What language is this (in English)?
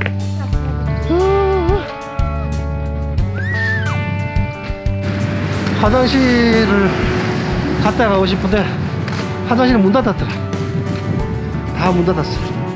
Korean